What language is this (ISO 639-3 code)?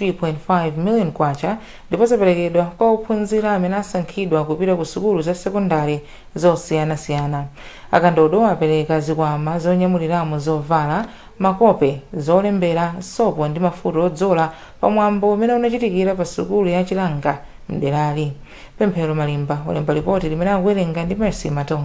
nya